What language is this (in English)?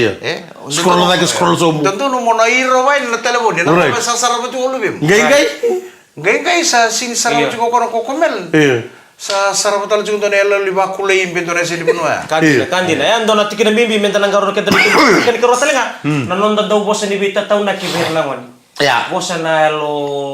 Fijian